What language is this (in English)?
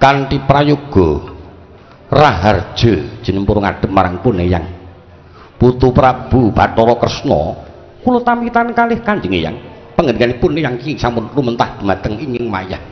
Javanese